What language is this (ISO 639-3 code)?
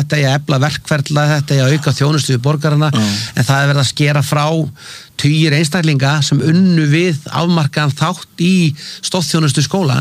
isl